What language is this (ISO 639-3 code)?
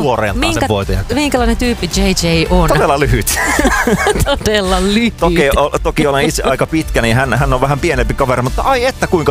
fin